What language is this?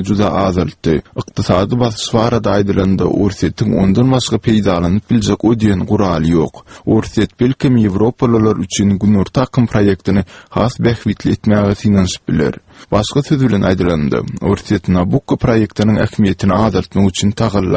Turkmen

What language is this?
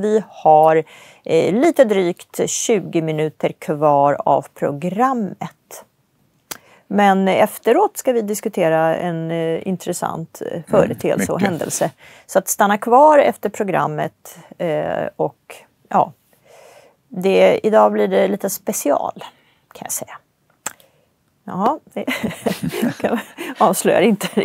Swedish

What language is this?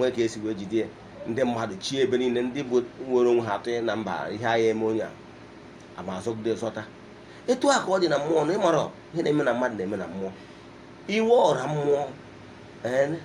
Igbo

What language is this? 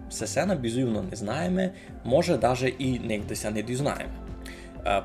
Rusyn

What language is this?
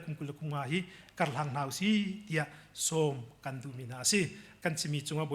Hakha Chin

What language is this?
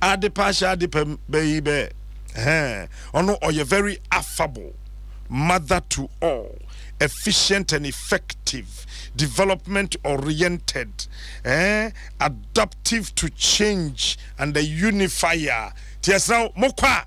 Akan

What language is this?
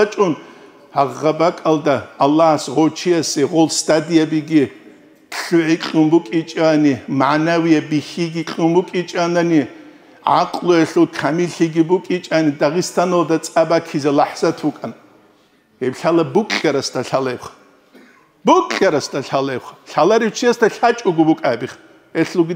Avaric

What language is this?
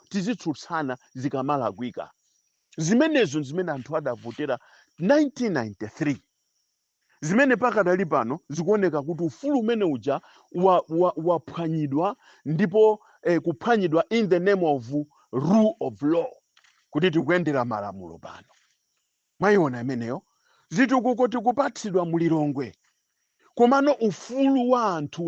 Nyanja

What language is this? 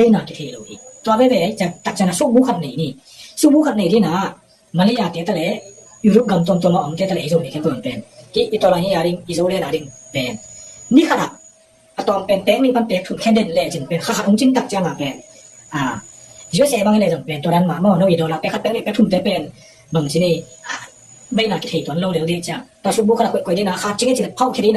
Tedim Chin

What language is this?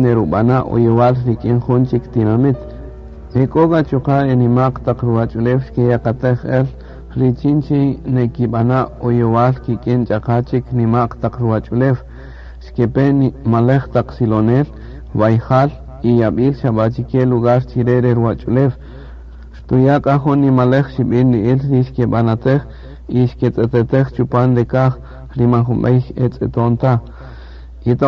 Kaqchikel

